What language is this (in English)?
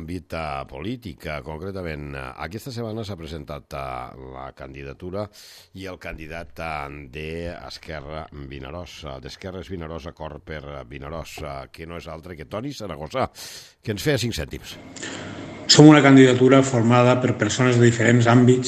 Catalan